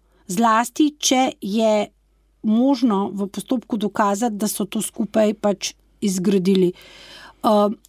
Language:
Slovenian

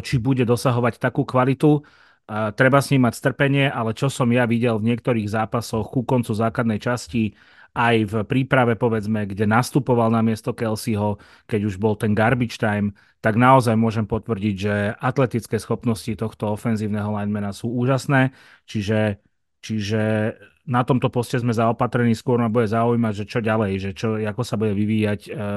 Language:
Slovak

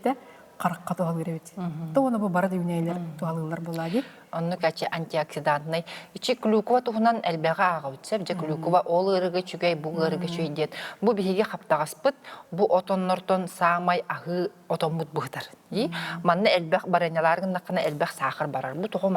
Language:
Yakut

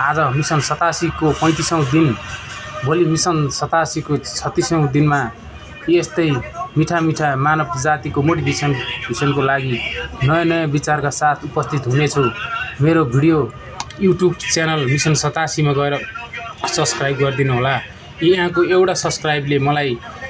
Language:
Nepali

